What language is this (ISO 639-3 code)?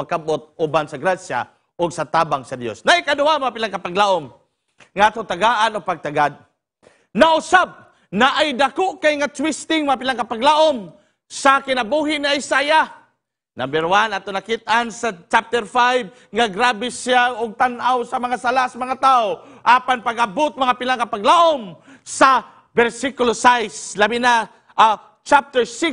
ceb